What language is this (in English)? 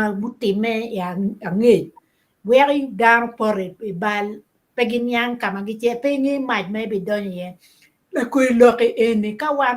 Acoli